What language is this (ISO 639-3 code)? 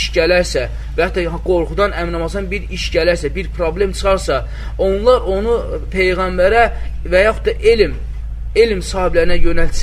aze